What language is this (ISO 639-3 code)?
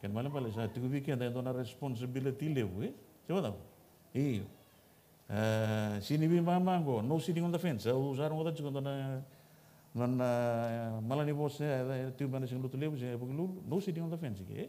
fij